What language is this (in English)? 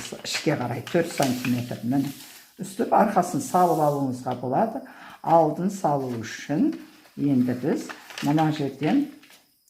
Kazakh